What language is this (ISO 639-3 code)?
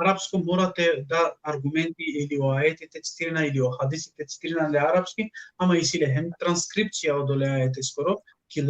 rmn